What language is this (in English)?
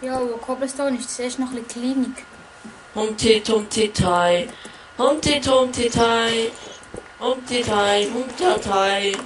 Swiss German